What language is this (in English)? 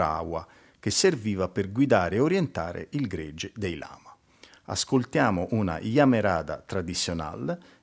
Italian